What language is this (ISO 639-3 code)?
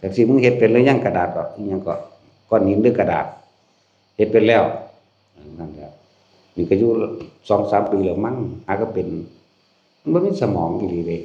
tts